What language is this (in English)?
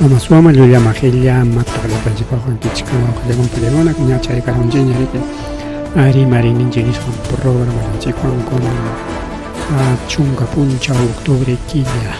Ayacucho Quechua